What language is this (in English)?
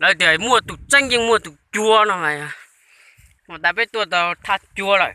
Hmong